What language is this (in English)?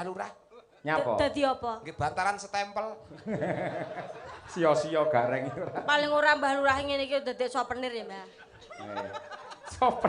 Javanese